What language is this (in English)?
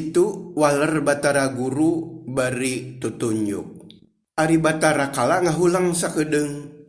Sundanese